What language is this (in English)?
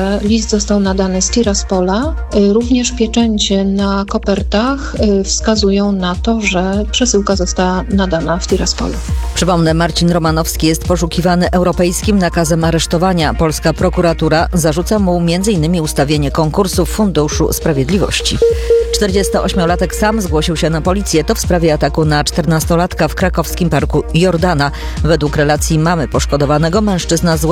Polish